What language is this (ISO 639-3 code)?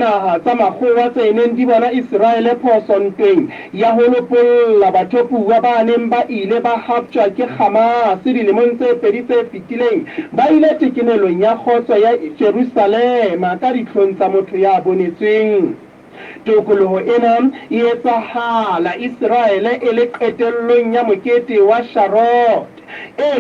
sot